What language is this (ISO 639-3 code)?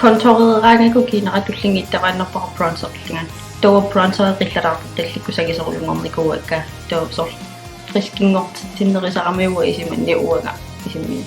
kal